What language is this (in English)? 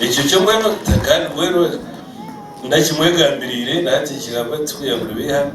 Nyankole